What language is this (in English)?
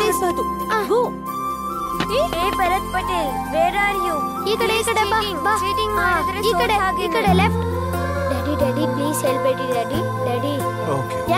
Kannada